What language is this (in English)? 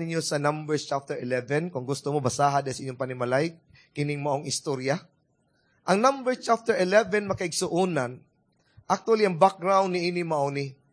Cebuano